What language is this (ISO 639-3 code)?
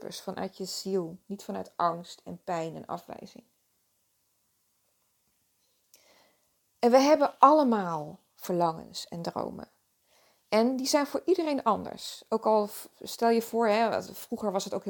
nld